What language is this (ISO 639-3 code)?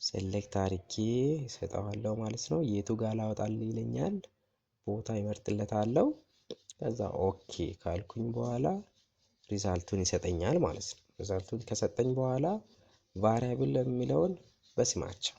amh